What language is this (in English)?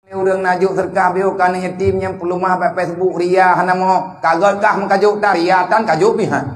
Achinese